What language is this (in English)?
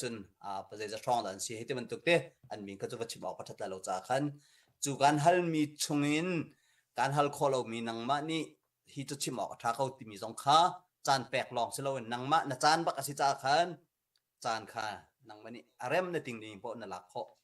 Hakha Chin